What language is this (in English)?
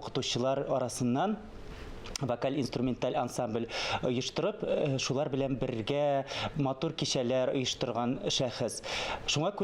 Tatar